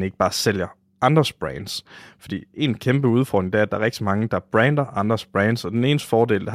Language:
Danish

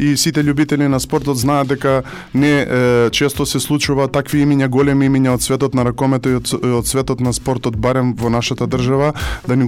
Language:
Macedonian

